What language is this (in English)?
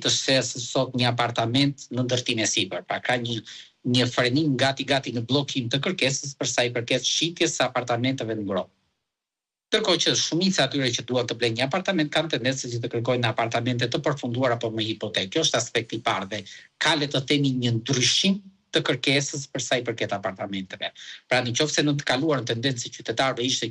Albanian